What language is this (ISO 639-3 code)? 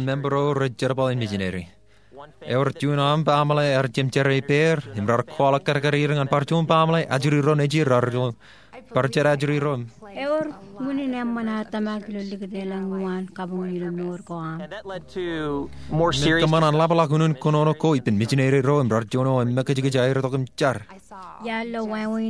mah